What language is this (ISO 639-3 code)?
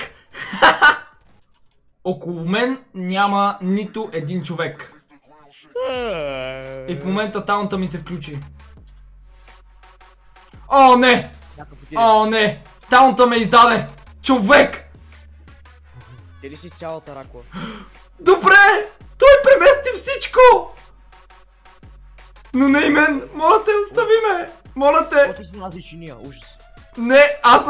bul